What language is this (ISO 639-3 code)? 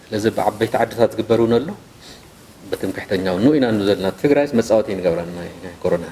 tir